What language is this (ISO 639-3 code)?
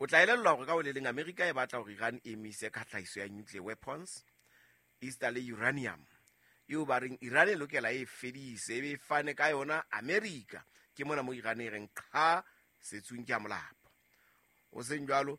sot